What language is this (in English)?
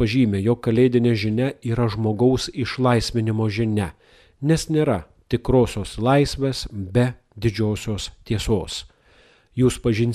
Lithuanian